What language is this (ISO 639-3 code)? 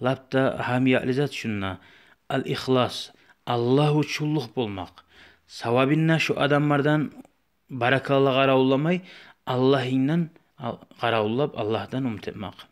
kum